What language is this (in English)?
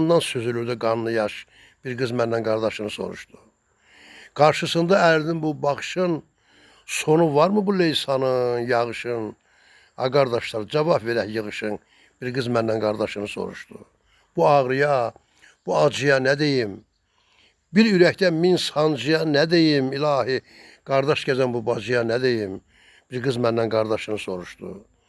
Azerbaijani